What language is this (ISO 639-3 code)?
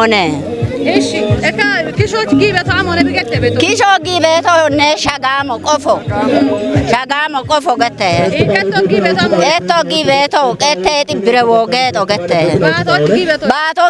kbr